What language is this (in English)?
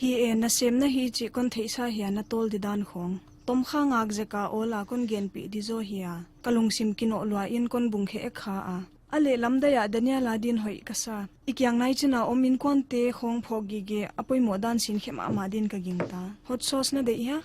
Paite Chin